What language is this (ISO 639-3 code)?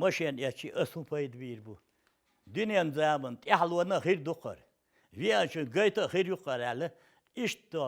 che